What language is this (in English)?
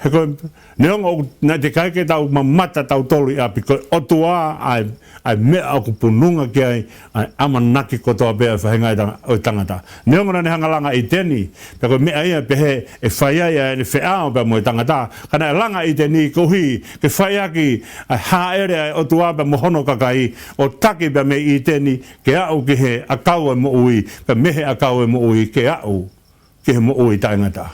Tongan